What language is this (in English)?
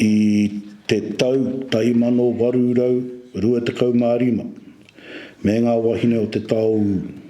Māori